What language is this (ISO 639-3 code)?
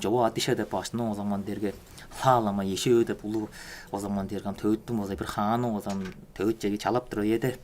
tyv